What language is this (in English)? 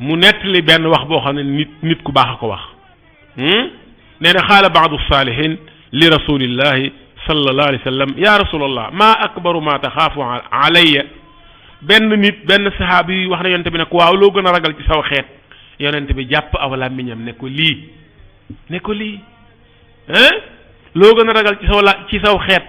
Wolof